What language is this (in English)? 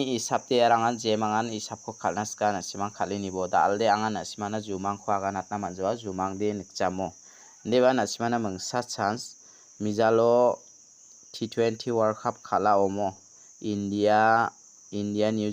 Garo